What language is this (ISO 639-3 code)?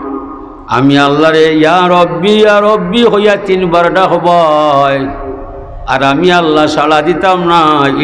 syl